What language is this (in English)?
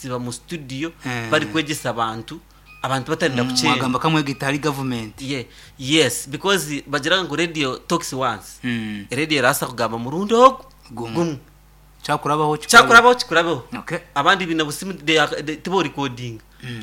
Nyankole